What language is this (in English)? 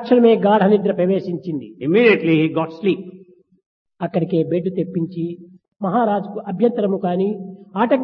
Telugu